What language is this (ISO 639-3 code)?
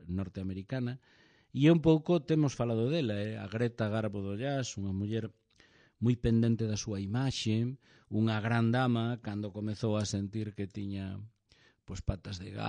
glg